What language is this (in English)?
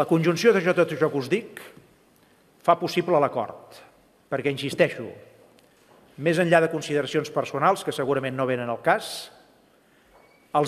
Catalan